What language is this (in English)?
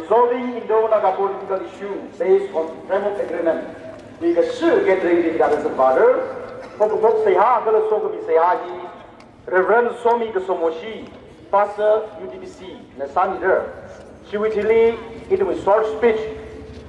Tangkhul Naga (India)